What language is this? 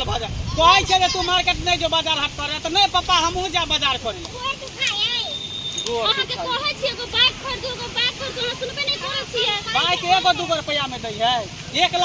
Maithili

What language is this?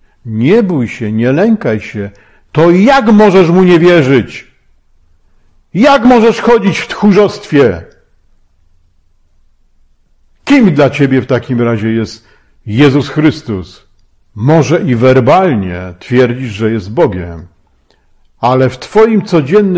Polish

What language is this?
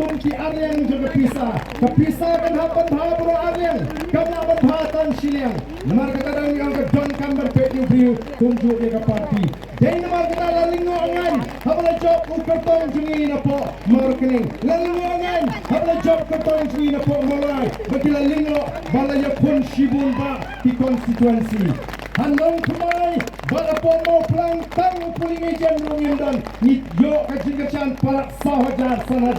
Khasi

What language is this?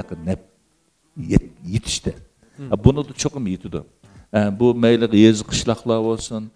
Uyghur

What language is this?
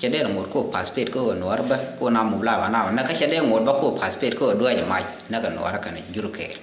Nuer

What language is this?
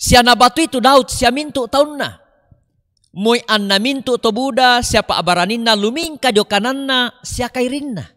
Toraja-Sa'dan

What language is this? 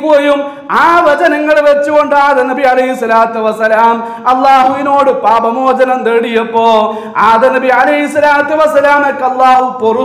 Malayalam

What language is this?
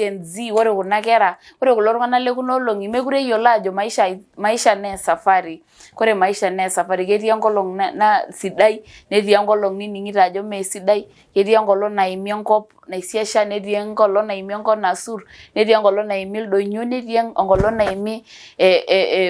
Masai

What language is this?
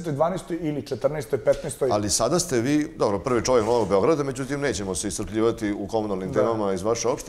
Serbian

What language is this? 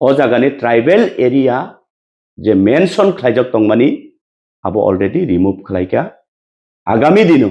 Kok Borok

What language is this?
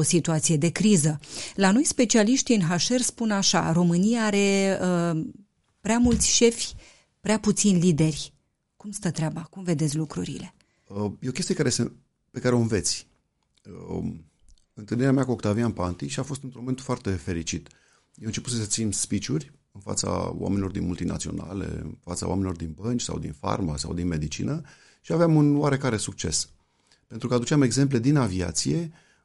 Romanian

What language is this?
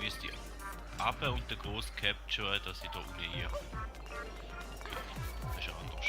Swiss German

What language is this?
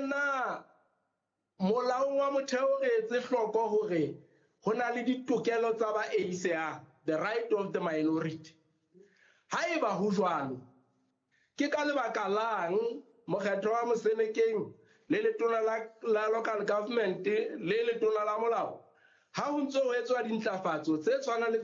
Southern Sotho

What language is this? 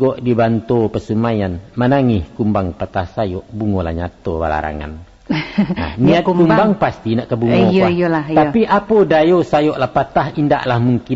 Minangkabau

